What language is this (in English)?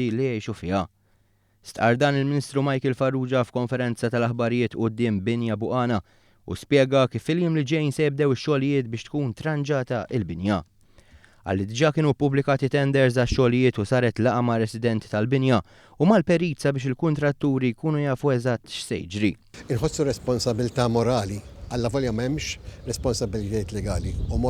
Maltese